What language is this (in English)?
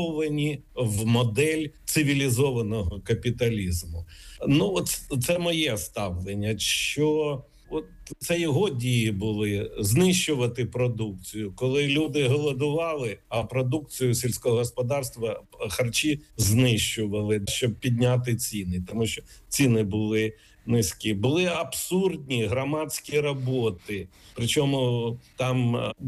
Ukrainian